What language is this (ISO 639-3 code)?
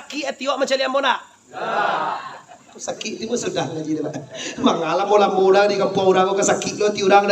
min